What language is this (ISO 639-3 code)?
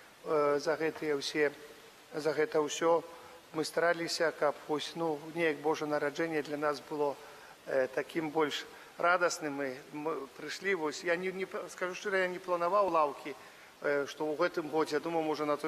bel